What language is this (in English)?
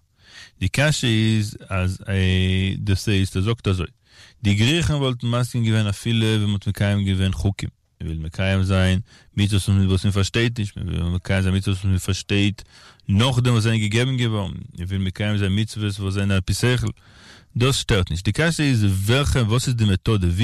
Yiddish